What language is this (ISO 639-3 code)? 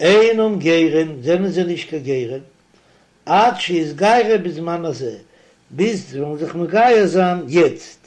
yid